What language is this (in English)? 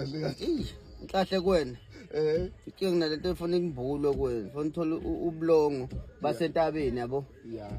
Zulu